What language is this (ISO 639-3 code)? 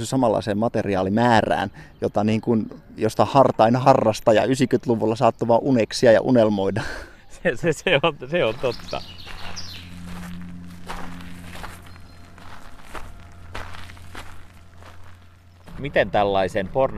fin